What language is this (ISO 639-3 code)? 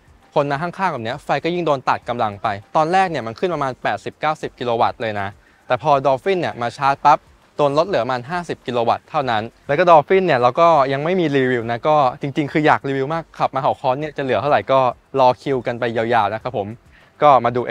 tha